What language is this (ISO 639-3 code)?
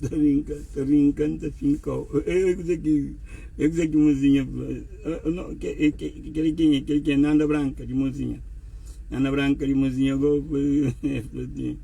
kea